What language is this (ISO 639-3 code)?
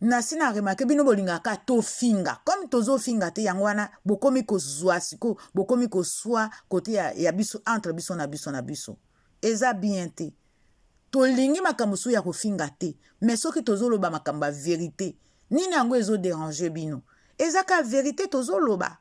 lin